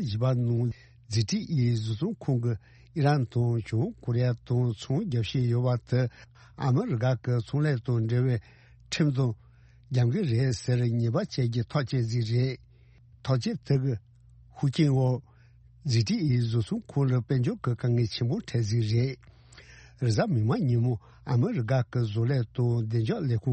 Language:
Tibetan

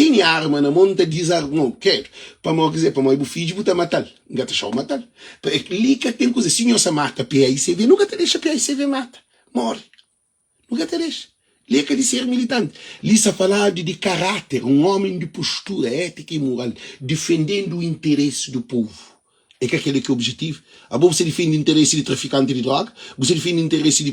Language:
Kabuverdianu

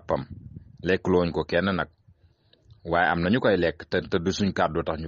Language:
Wolof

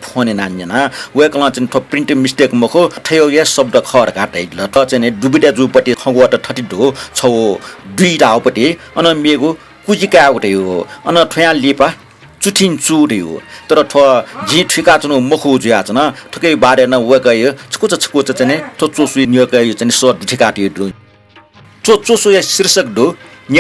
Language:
Newari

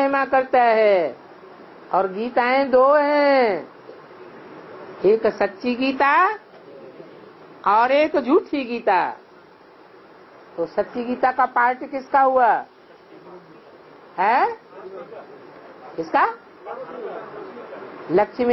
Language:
Hindi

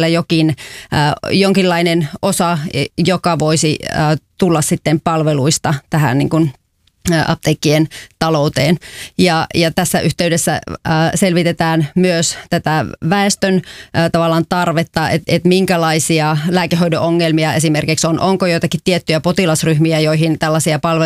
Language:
Finnish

